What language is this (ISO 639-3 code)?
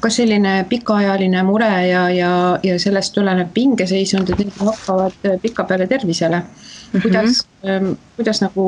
est